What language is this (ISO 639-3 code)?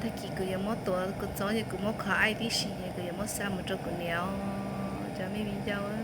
hmn